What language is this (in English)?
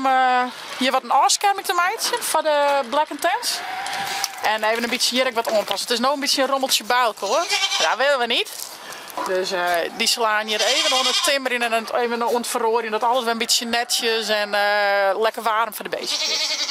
Western Frisian